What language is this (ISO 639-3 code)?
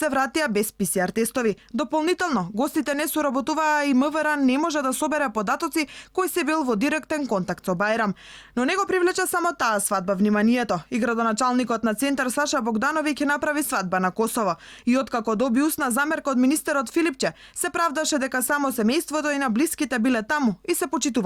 mkd